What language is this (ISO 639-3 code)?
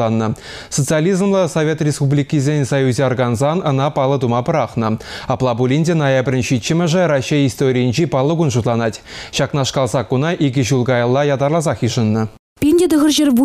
chv